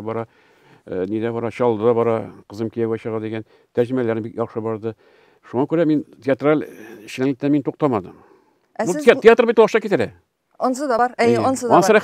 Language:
Tatar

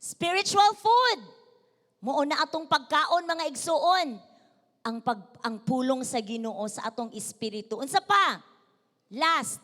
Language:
Cebuano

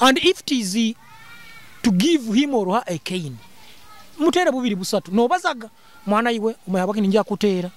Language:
Nyoro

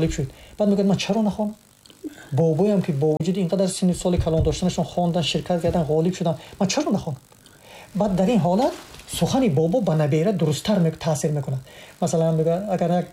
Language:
Tajik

